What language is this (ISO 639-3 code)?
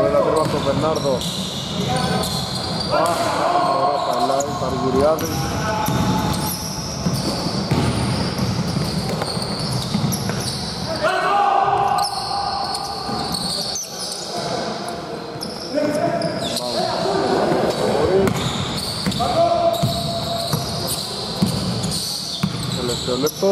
ell